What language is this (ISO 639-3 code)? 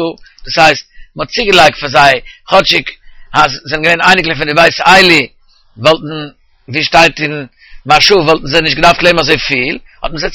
yid